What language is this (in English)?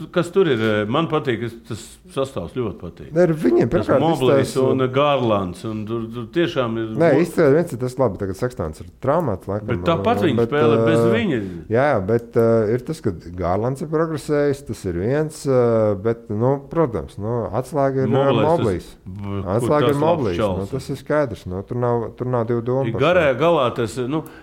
Latvian